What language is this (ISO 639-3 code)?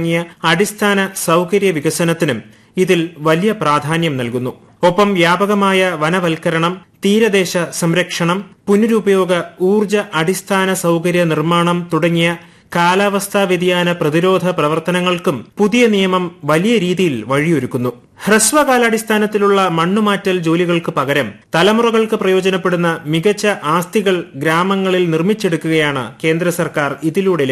mal